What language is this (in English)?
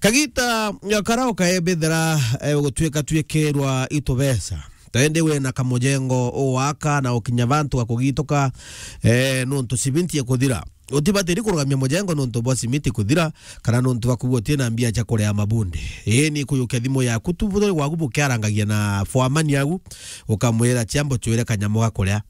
Meru